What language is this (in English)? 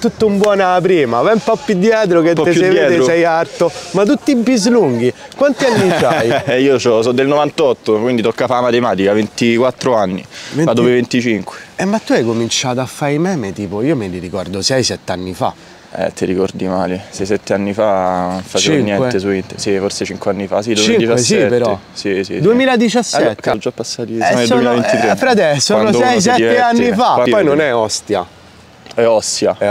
Italian